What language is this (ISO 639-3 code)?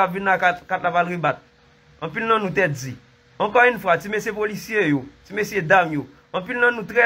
hat